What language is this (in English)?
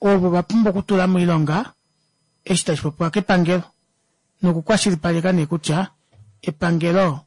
Kuanyama